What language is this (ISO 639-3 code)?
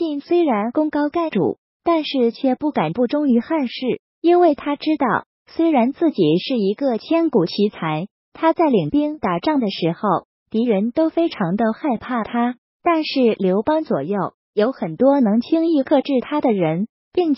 zho